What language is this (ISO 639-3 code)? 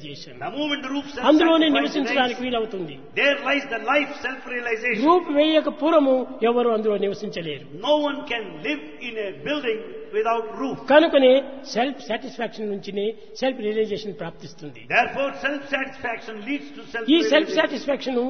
tel